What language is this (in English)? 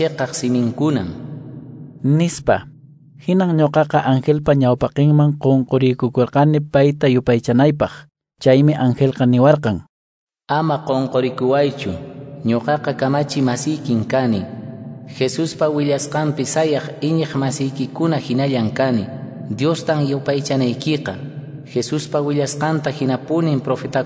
Quechua